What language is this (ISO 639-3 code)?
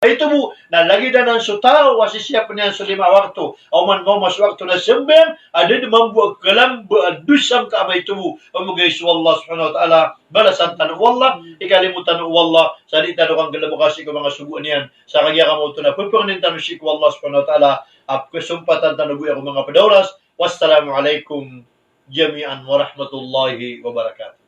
mrw